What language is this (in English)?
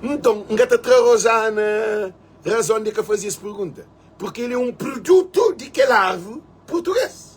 Kabuverdianu